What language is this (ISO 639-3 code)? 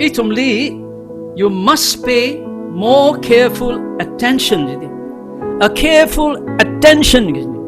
nmf